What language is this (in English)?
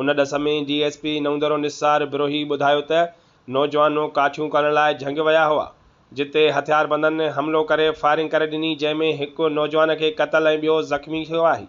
Sindhi